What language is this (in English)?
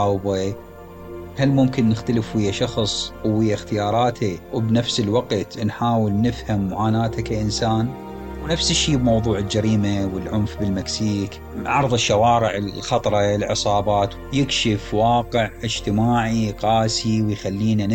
Mesopotamian Arabic